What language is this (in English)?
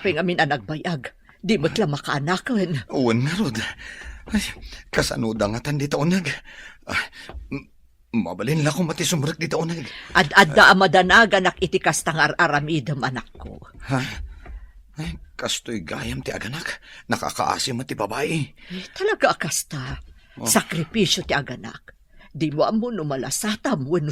Iloko